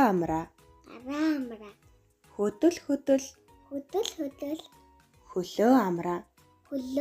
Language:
Mongolian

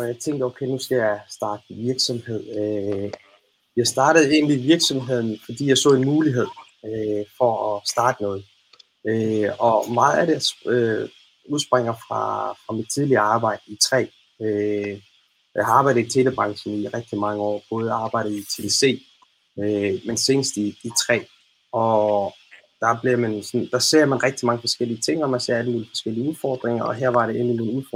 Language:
Danish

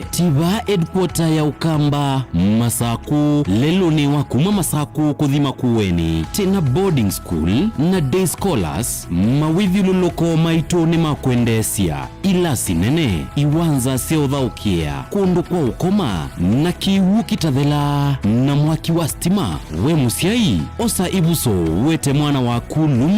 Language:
Kamba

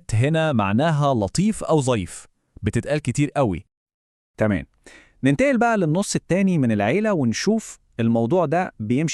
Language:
Egyptian Arabic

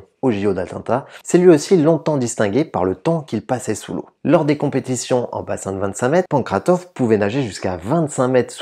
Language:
French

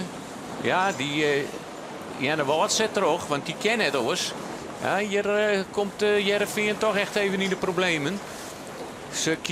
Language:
Western Frisian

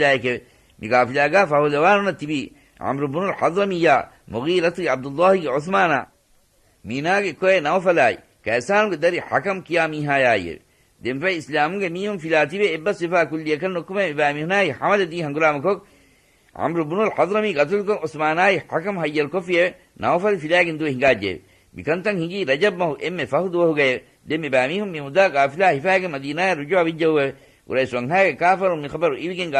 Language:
Divehi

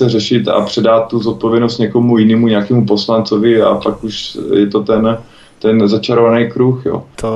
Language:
Czech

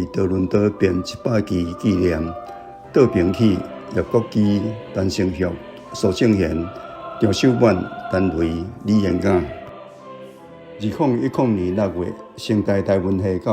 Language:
Min Nan Chinese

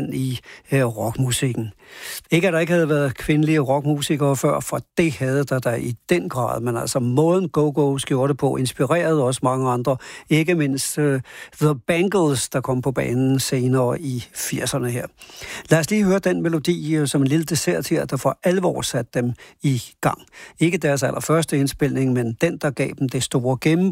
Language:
Danish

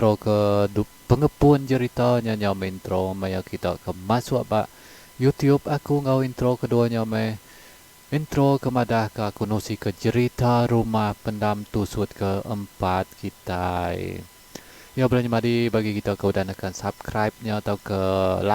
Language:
Iban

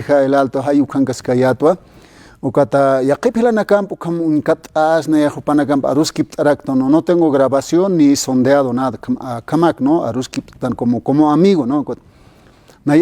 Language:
Aymara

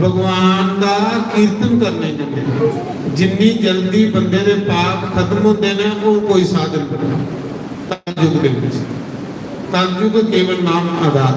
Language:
Dogri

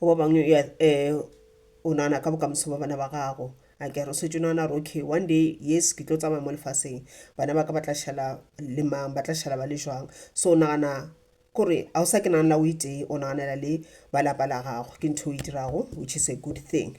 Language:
Northern Sotho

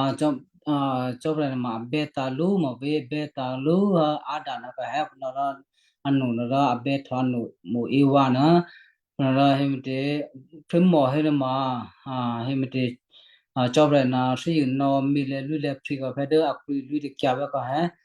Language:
Western Kayah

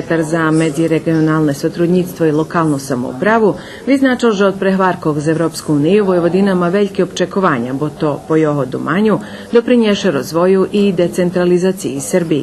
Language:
Rusyn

